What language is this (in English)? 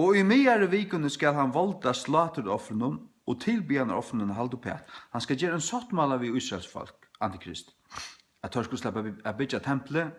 Faroese